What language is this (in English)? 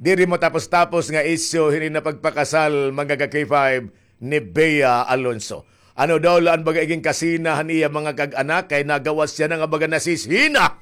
Waray